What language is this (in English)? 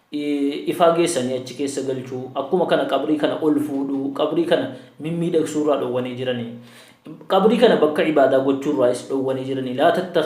Oromo